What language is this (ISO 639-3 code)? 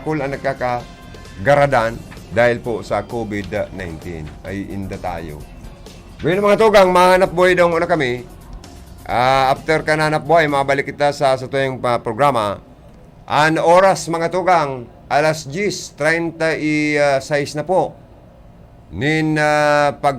bik